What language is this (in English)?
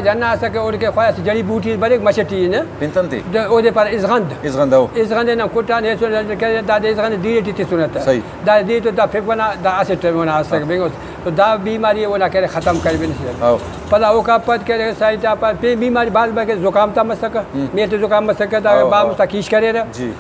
Brahui